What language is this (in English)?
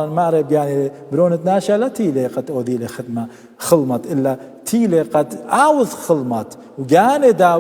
Assyrian Neo-Aramaic